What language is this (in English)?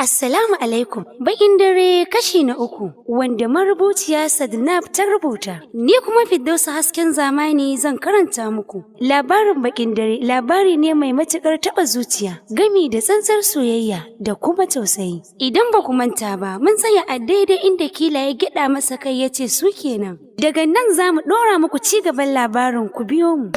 Hausa